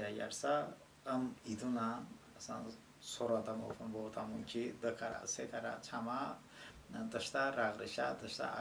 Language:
Talysh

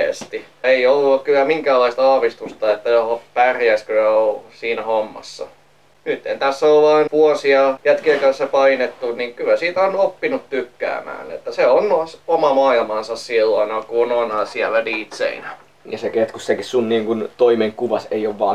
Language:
Finnish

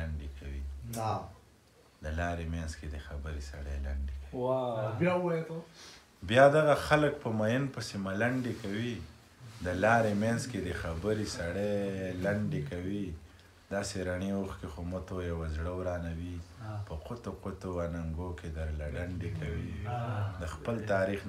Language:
Pashto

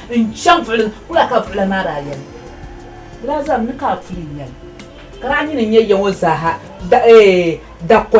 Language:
Dagbani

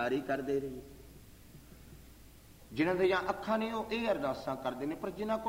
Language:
Punjabi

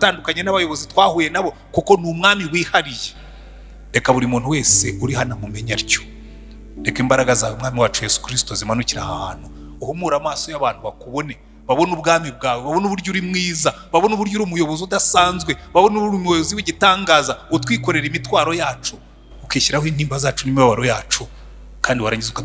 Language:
Kinyarwanda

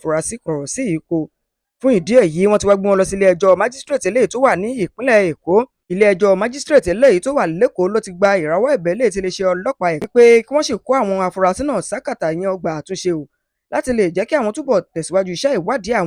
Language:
Yoruba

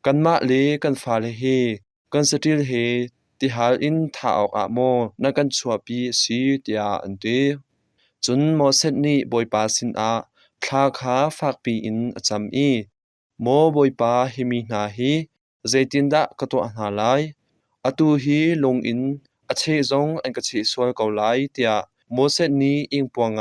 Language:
Hakha Chin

